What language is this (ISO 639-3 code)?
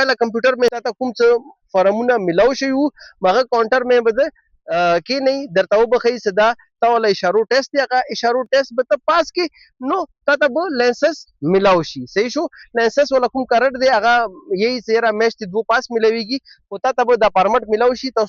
pus